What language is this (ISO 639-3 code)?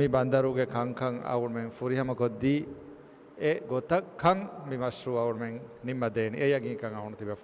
div